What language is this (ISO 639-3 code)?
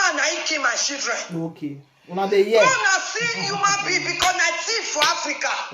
pcm